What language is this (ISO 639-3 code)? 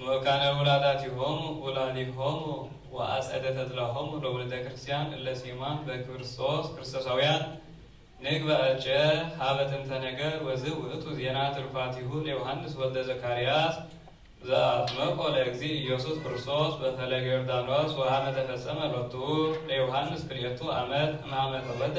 gez